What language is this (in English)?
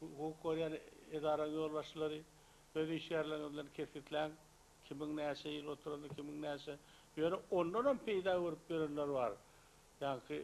Turkmen